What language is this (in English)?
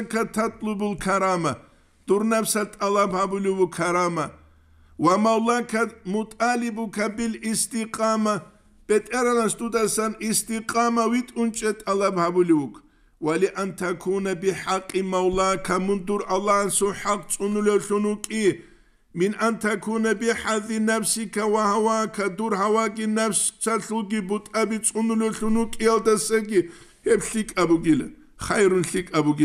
Avaric